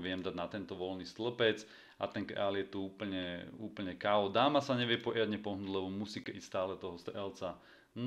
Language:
Slovak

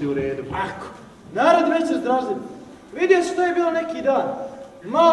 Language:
Croatian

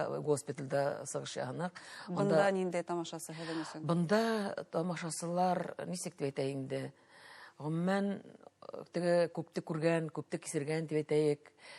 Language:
Bashkir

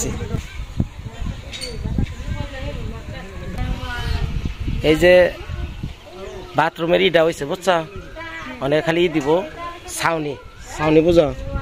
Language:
Bangla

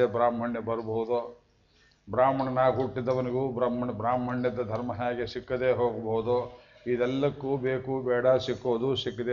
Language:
Kannada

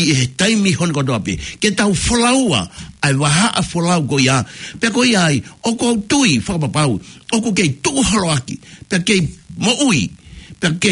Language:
Tongan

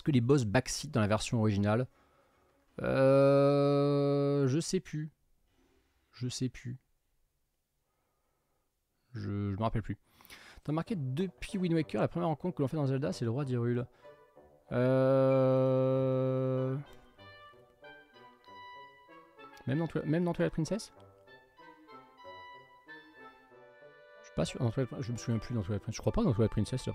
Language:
French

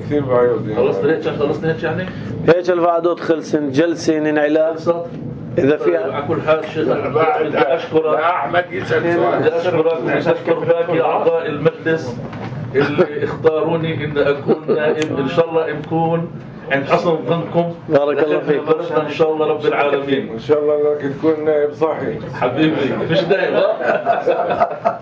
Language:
North Levantine Arabic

